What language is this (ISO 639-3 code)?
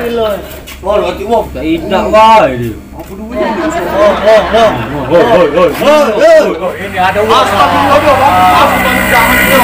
mui